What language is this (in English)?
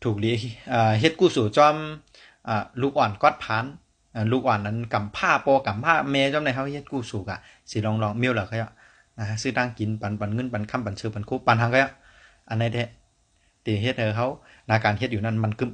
Shan